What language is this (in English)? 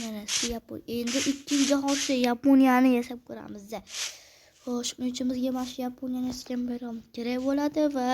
Uzbek